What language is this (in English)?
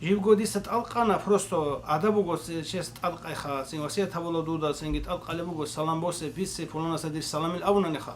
Avaric